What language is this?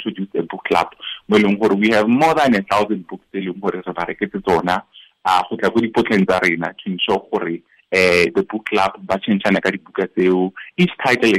Tswana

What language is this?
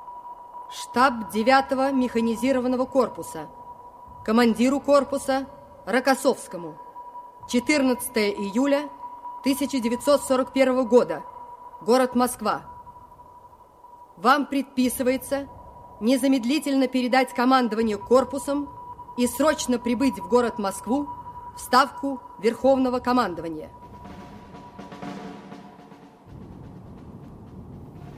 Russian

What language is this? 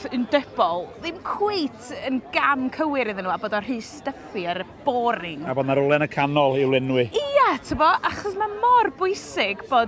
Welsh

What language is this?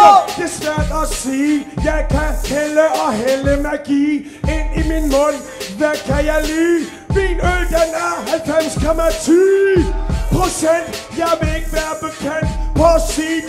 Danish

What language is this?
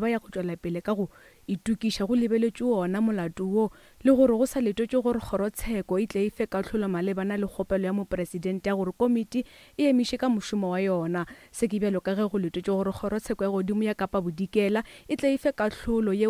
Northern Sotho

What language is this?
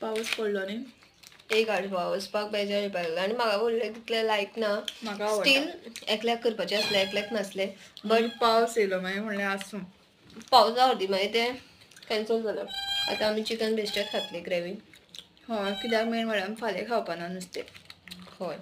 Konkani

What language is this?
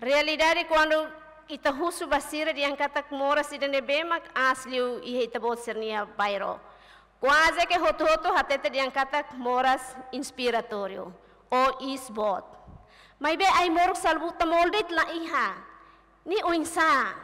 Tetum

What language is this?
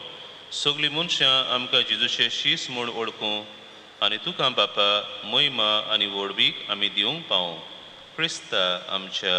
Konkani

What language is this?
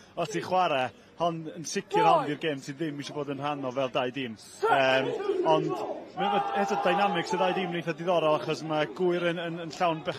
Welsh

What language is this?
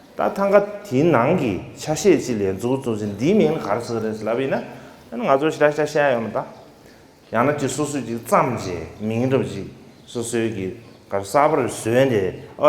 Tibetan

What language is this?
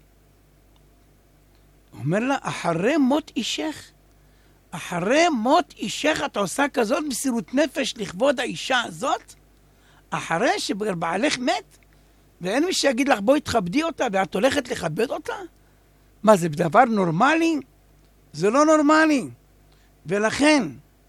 Hebrew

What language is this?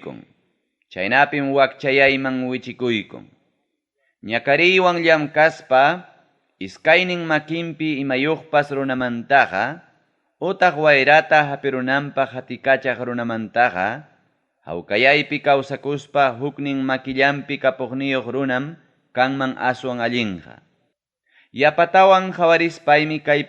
Ayacucho Quechua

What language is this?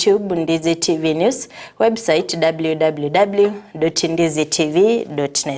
Gusii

